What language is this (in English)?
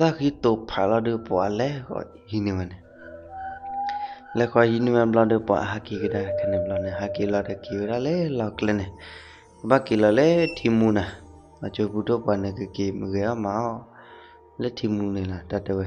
S'gaw Karen